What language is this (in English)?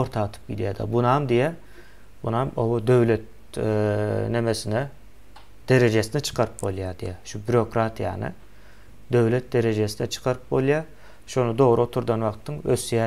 Turkmen